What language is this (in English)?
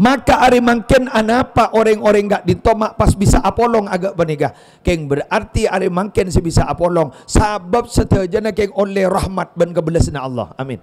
Madurese